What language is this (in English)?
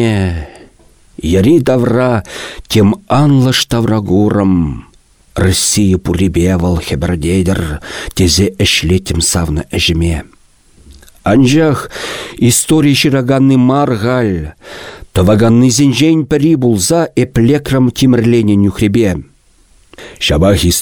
Chuvash